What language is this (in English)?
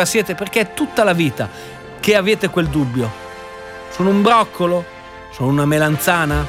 Italian